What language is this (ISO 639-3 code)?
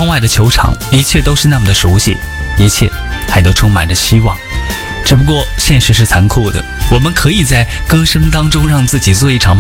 zho